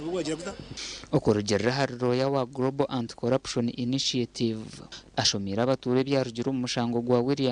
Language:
Nyankole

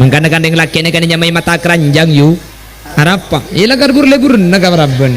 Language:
Madurese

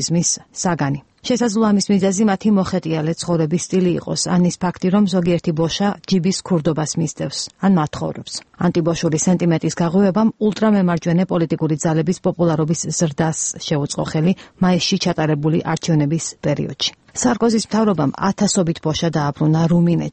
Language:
Georgian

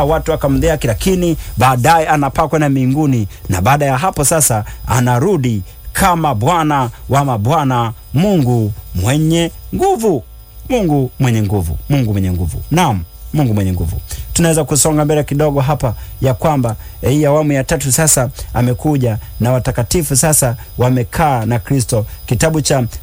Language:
Swahili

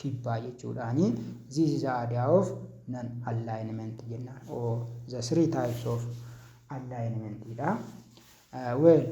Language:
Oromo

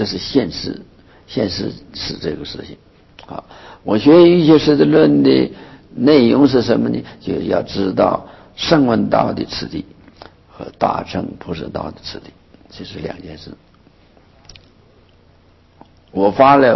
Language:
Chinese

